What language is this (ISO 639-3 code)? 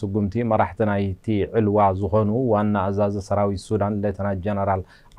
tir